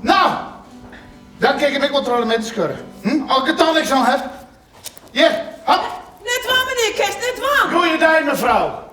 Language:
Western Frisian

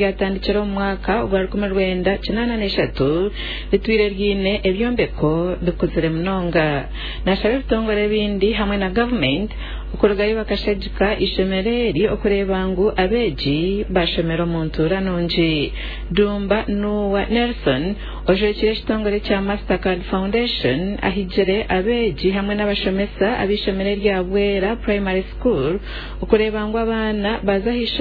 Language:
Nyankole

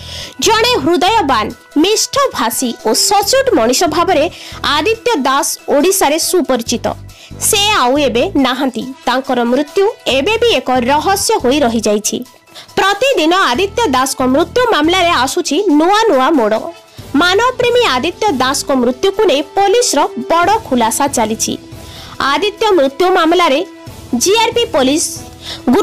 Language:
Odia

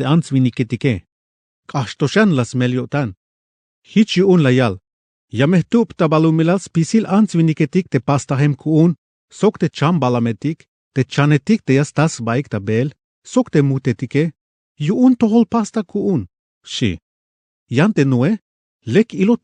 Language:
Tzeltal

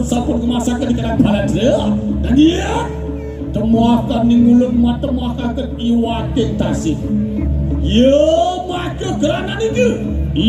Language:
Balinese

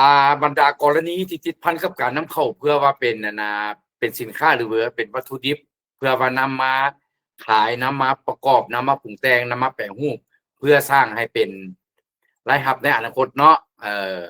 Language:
Lao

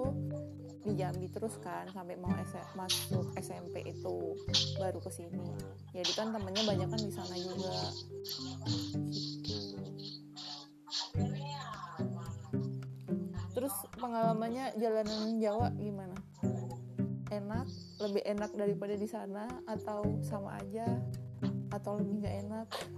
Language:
Indonesian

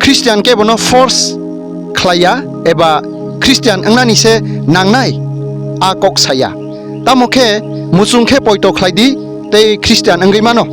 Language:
Kok Borok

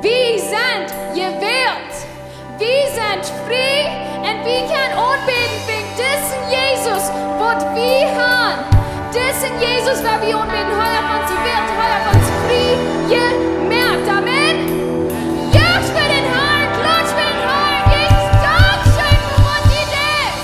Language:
Plautdietsch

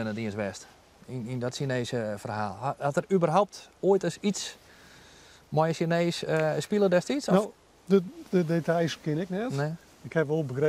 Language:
Western Frisian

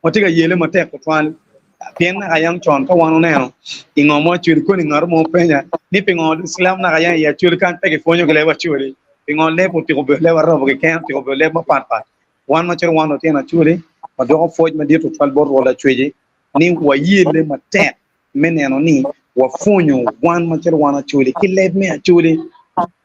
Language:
Acoli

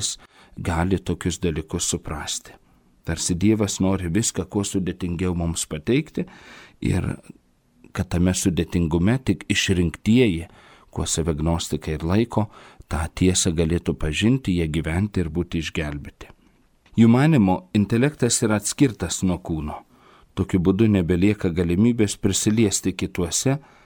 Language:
Lithuanian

